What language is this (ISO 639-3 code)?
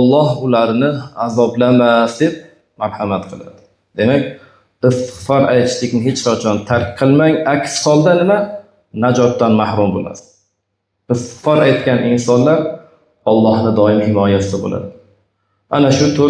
uzb